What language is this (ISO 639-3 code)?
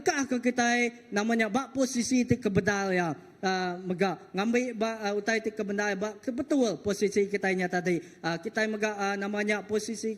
iba